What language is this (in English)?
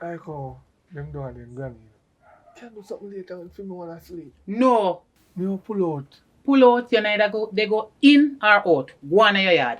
Jamaican Creole English